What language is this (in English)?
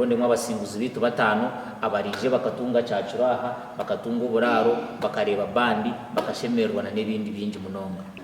Nyankole